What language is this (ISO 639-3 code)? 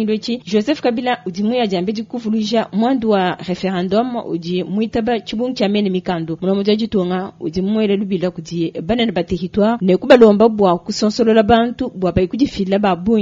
lua